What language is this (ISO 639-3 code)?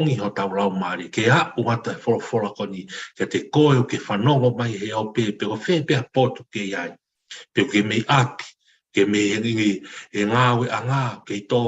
ton